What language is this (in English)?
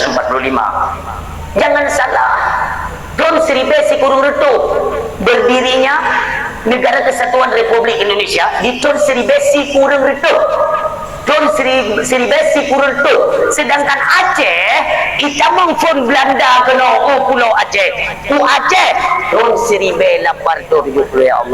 Achinese